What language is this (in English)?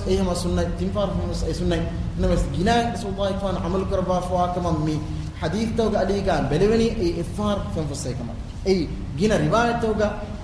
Divehi